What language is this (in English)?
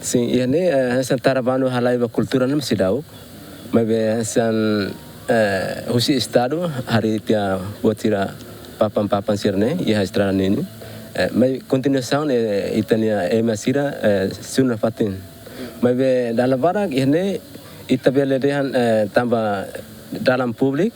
Tetum